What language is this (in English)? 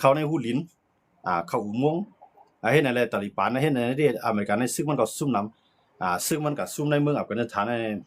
Shan